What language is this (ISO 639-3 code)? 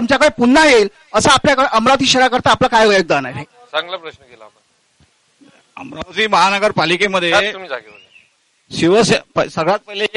mar